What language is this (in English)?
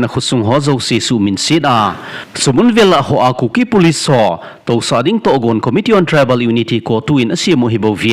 Thado Chin